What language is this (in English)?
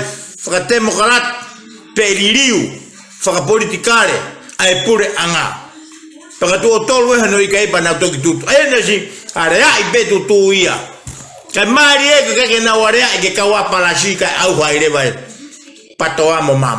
Tongan